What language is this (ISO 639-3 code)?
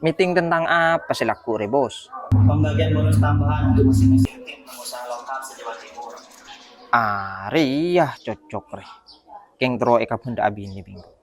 mad